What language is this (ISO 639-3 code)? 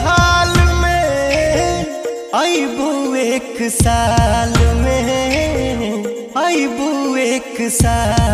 bho